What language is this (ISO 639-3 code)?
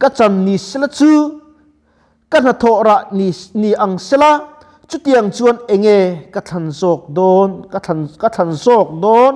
lus